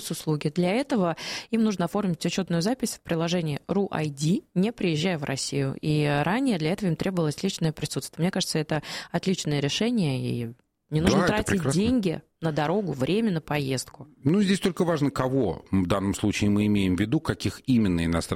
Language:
Russian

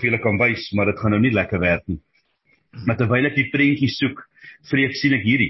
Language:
Afrikaans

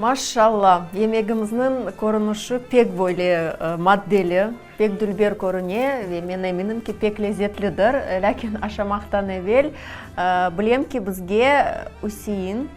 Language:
Crimean Tatar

